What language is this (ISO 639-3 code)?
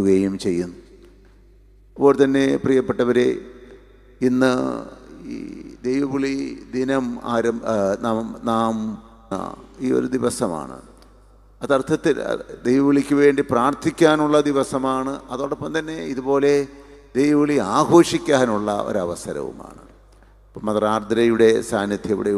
mal